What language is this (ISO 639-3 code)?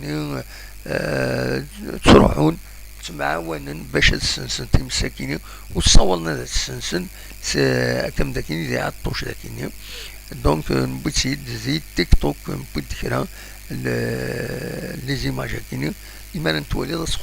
kab